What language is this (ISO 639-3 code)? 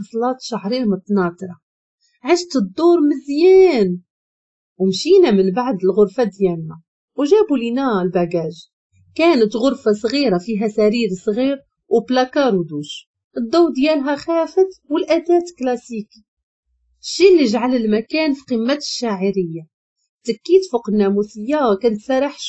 ary